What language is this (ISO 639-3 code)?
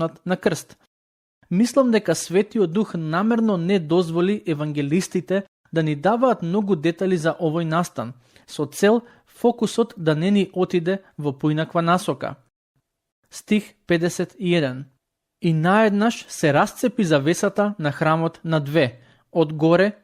mkd